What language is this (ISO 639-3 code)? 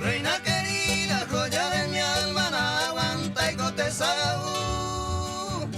grn